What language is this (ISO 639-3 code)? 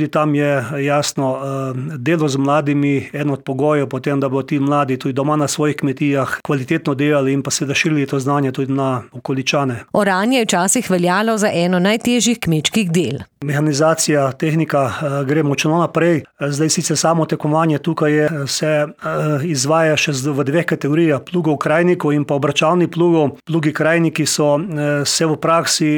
slv